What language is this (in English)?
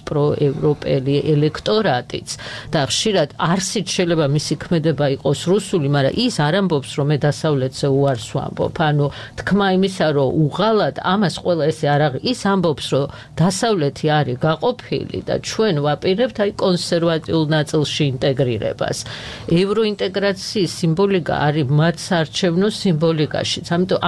Georgian